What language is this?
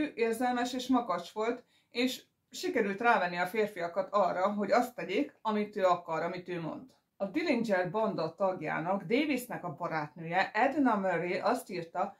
Hungarian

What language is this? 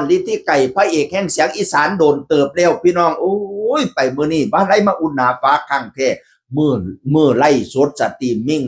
Northeastern Thai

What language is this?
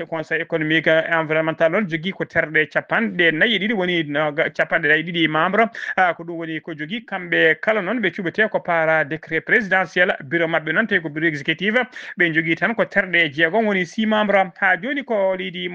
Fula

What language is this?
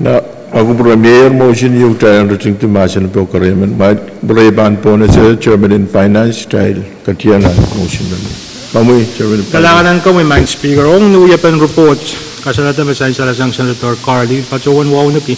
Pohnpeian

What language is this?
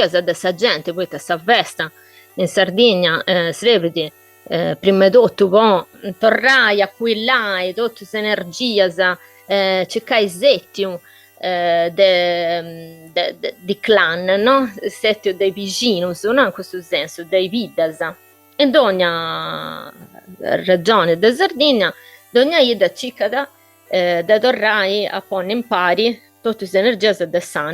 Sardinian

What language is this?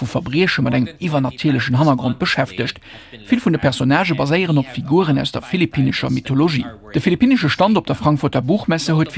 Luxembourgish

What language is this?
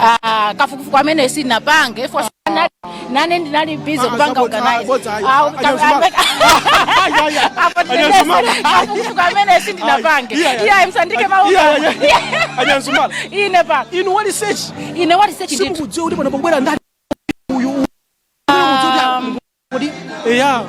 Nyanja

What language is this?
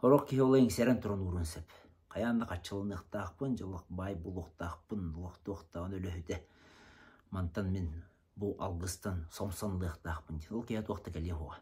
Yakut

